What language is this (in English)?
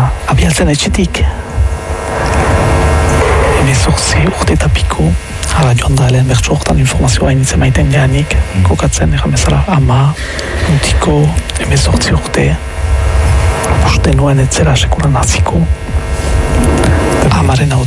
Basque